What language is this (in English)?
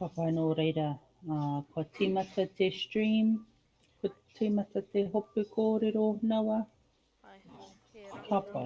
Māori